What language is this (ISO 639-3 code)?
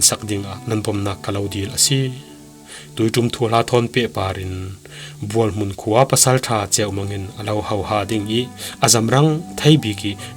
cfm